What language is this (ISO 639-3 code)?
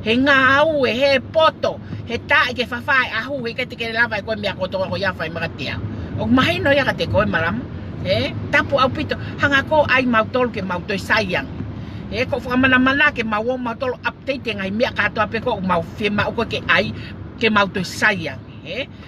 ton